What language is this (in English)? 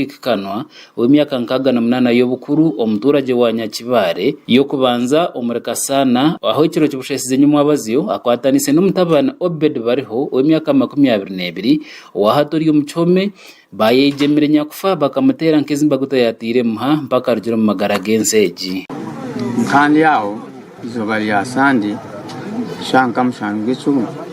Nyankole